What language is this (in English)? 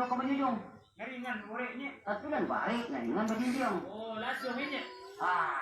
Minangkabau